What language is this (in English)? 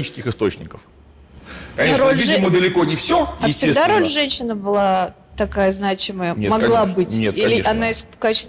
Russian